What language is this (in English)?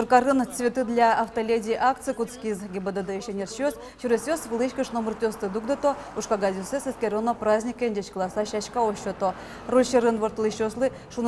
Udmurt